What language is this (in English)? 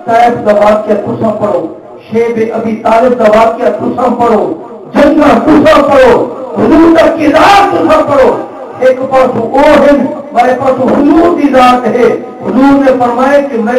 Saraiki